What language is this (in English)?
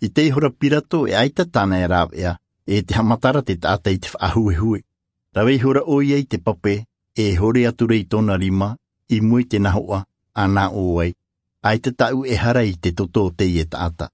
Tahitian